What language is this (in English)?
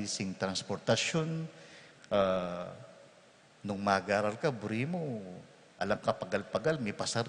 Pampanga